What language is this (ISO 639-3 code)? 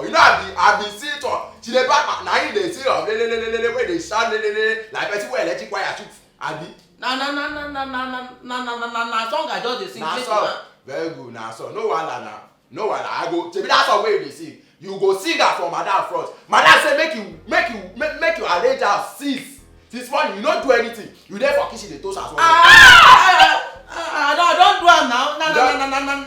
pcm